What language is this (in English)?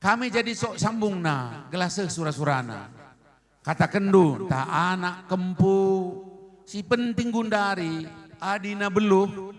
Batak Karo